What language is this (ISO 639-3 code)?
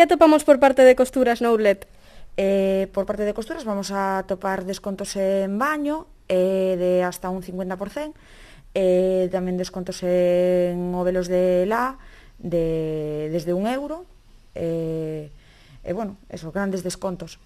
glg